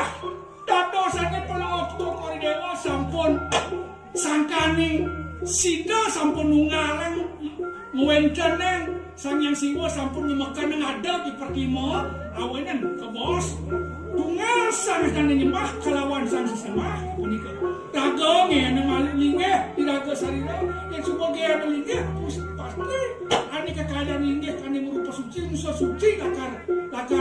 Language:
Balinese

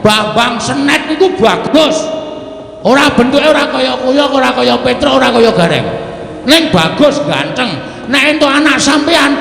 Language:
Javanese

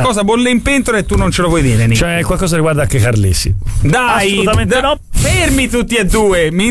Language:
Italian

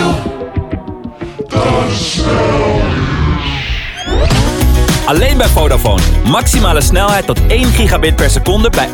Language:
Dutch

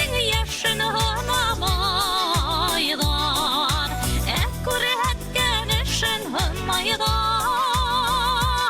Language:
Bashkir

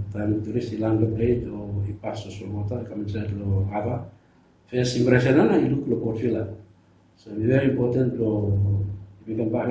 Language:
Bislama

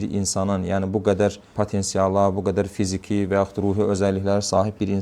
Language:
Azerbaijani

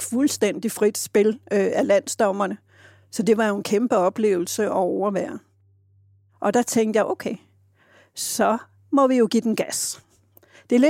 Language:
Danish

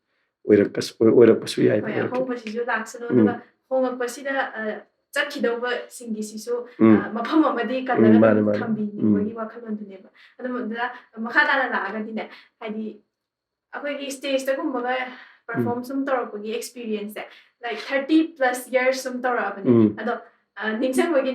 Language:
Manipuri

